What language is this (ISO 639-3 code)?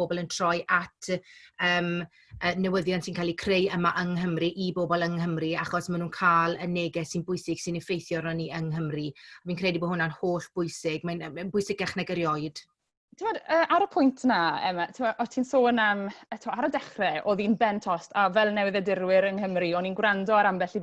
cym